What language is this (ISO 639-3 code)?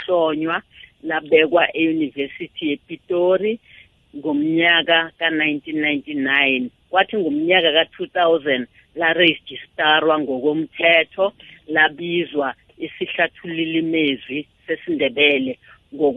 nbl